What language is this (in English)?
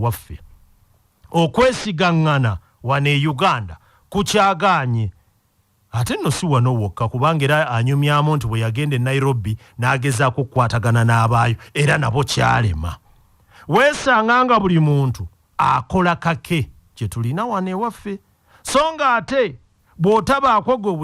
Ganda